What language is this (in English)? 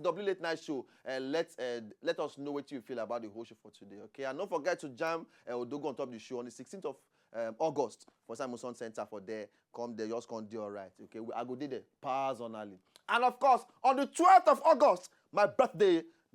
Nigerian Pidgin